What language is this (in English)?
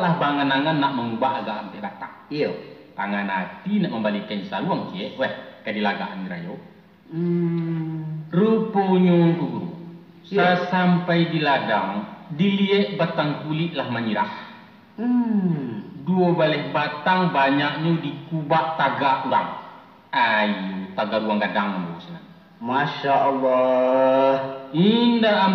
Minangkabau